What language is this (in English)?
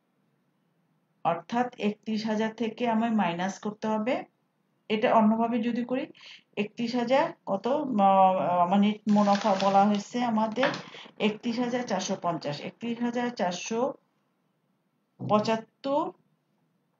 Bangla